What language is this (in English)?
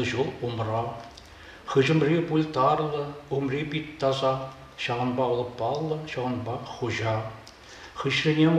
Chuvash